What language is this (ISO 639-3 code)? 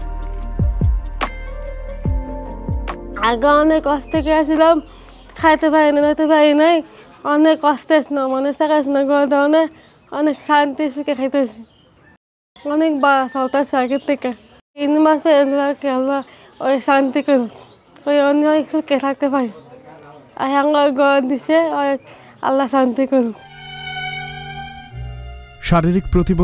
ben